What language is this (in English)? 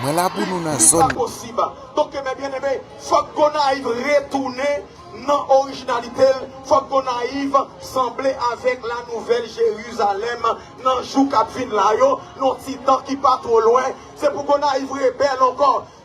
Haitian Creole